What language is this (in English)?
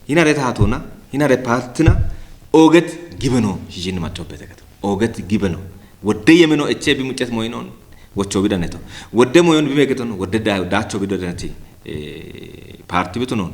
Kafa